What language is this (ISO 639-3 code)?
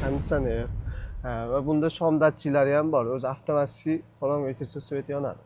uzb